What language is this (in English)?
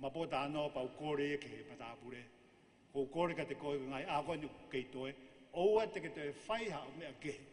Tongan